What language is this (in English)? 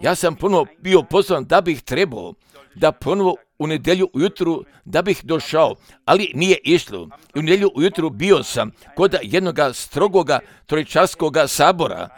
Croatian